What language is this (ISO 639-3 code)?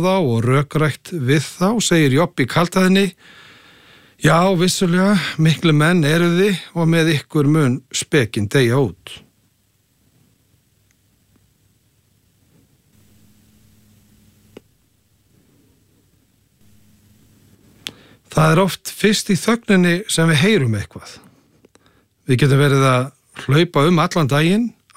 isl